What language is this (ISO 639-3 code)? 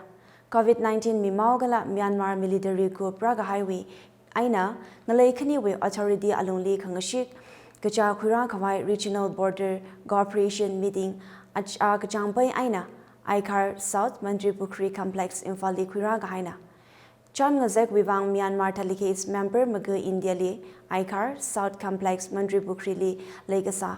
nmf